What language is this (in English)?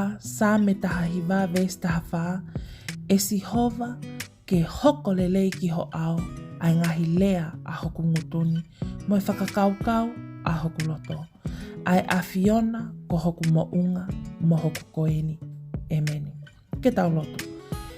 Tongan